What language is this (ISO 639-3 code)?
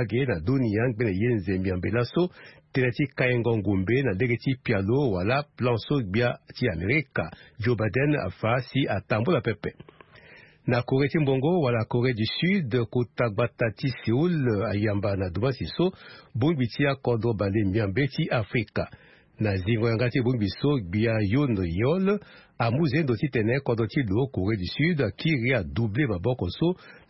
sag